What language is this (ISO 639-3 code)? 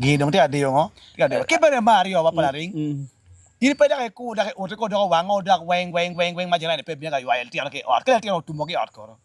ach